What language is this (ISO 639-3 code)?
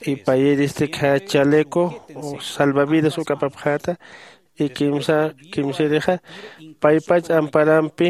aym